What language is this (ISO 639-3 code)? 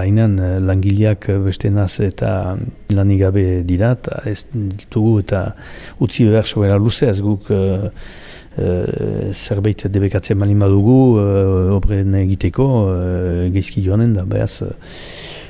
eus